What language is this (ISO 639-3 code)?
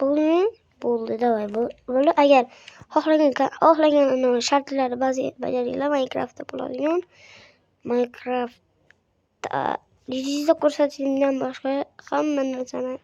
uzb